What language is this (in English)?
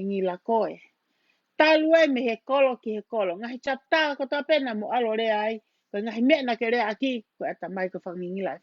Tongan